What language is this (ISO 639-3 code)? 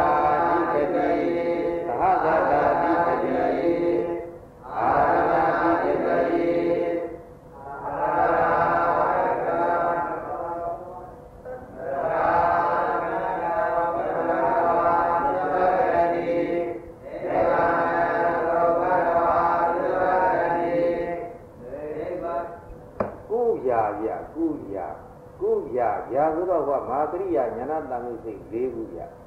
mya